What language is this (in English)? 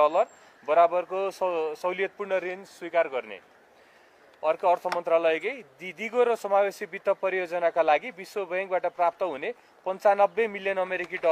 Nepali